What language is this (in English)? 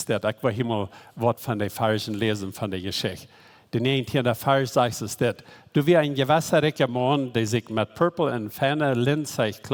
Plautdietsch